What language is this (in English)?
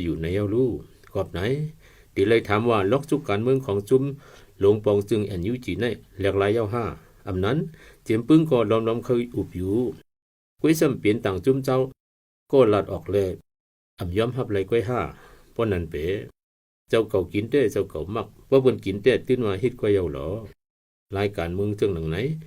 Shan